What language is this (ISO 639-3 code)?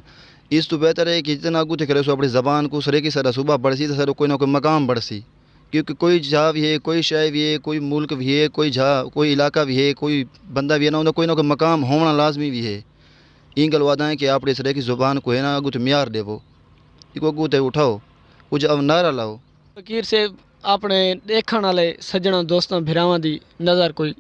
skr